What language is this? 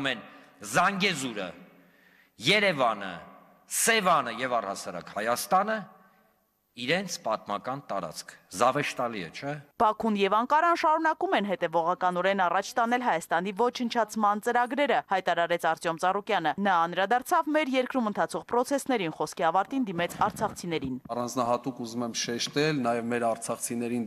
Armenian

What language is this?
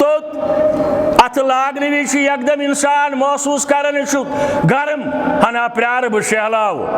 Kashmiri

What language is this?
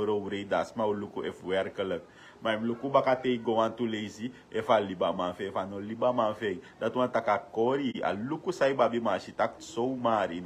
Sranan Tongo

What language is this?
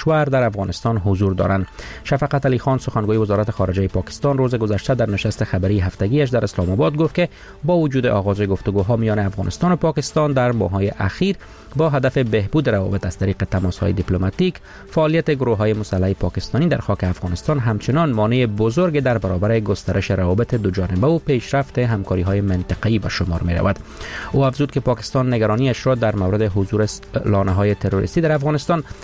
Persian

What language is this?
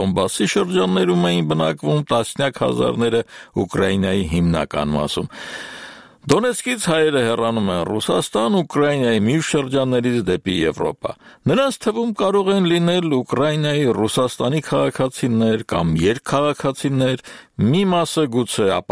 Armenian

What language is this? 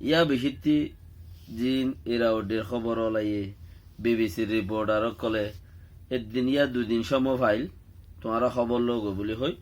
Rohingya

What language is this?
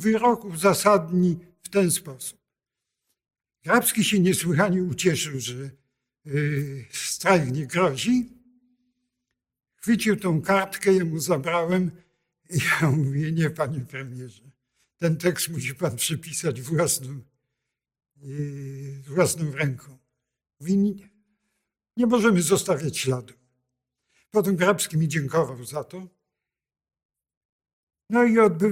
Polish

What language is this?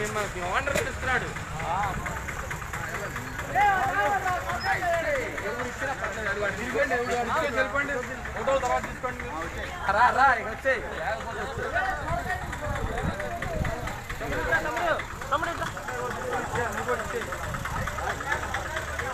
Telugu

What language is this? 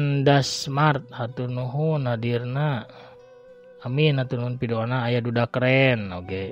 Sundanese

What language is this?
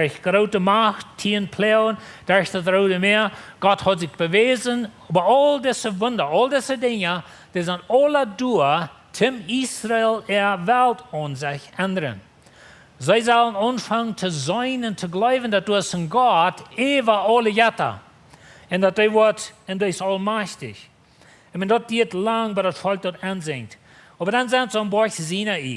Plautdietsch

